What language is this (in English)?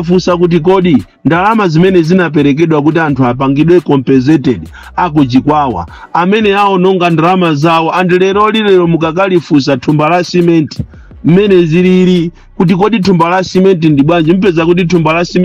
Nyanja